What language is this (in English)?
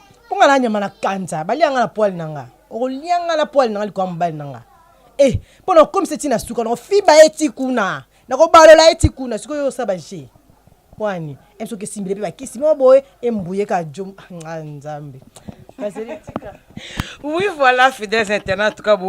Lingala